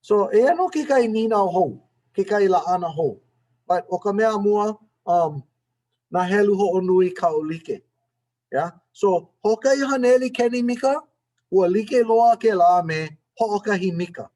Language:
Hawaiian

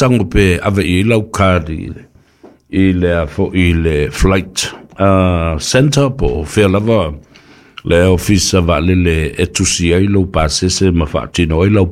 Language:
Samoan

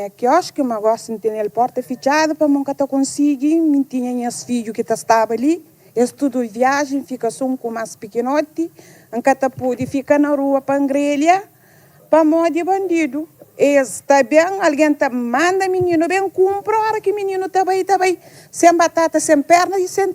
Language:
Kabuverdianu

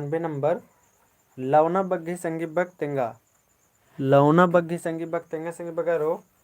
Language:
Kurukh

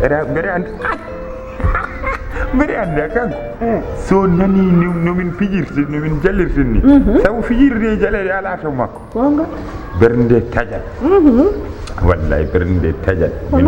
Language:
Fula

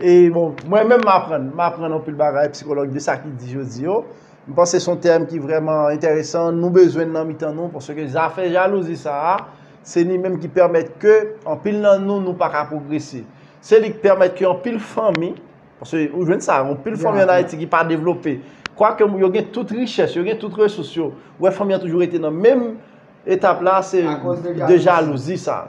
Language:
Haitian Creole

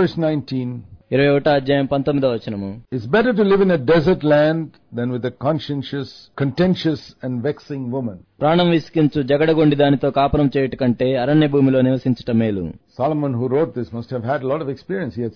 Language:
Telugu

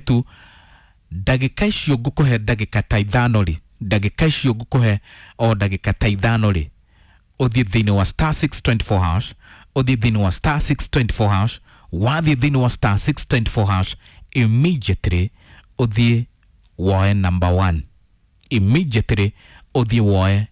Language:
Kikuyu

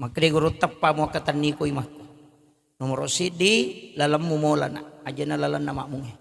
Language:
Buginese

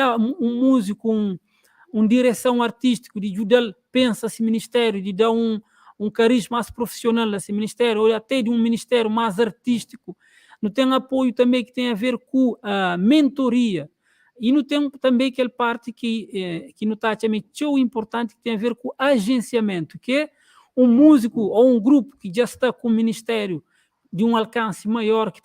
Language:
Kabuverdianu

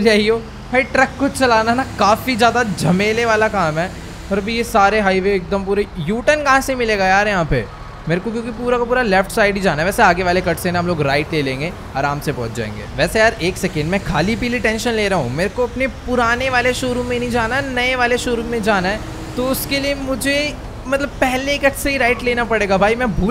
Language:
Hindi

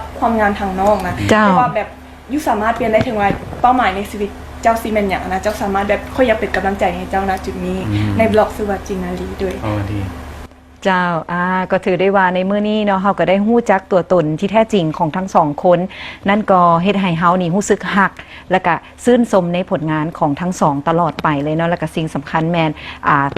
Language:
Lao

